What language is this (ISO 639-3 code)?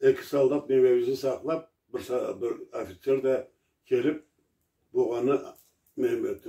krc